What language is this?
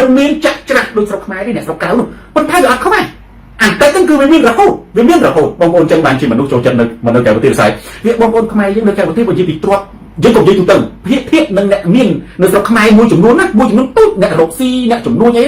Khmer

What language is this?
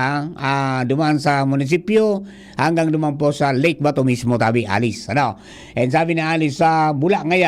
Bikol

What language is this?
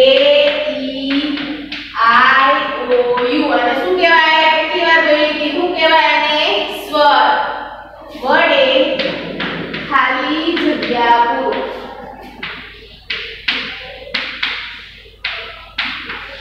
Gujarati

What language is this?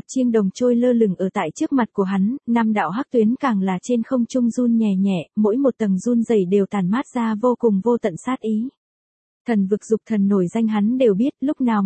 Vietnamese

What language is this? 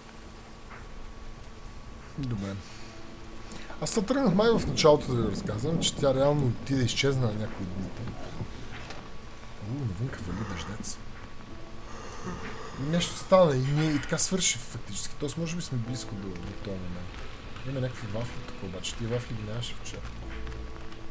Bulgarian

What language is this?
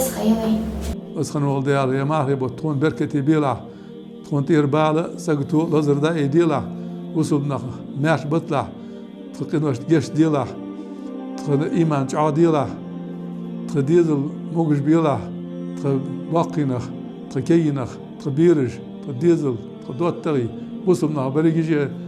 Ingush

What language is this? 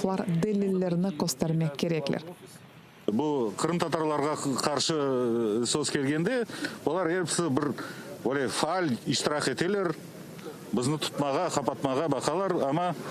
Crimean Tatar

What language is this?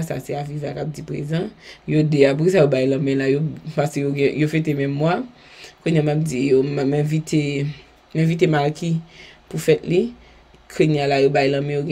Haitian Creole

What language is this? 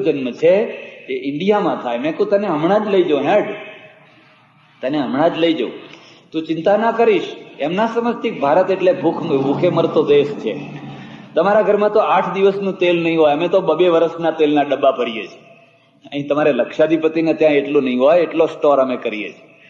Gujarati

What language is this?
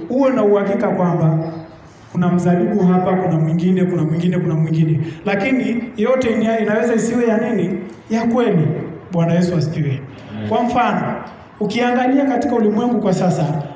Swahili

